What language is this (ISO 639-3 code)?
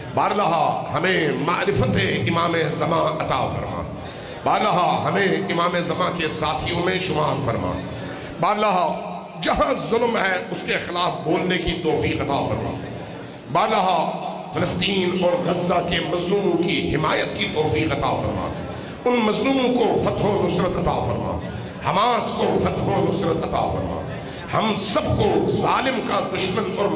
urd